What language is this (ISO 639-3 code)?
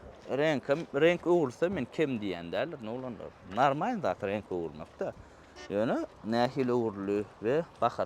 tuk